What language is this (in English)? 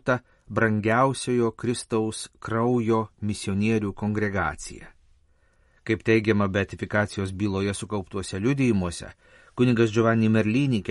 Lithuanian